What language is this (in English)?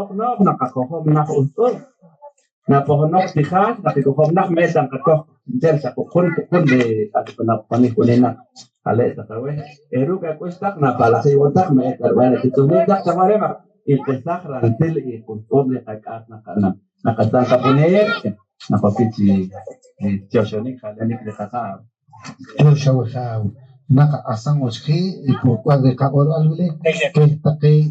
Poqomchi'